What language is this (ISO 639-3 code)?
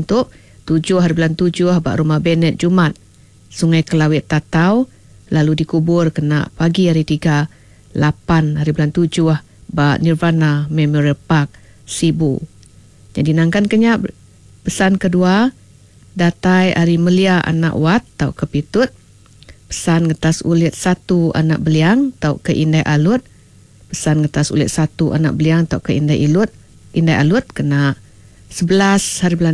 iba